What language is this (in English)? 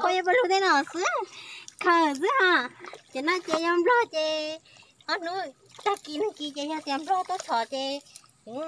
Hmong